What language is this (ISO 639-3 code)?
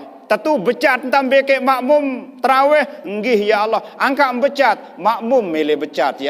sas